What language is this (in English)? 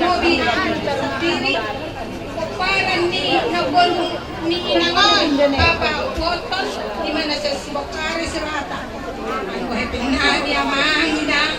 Batak Toba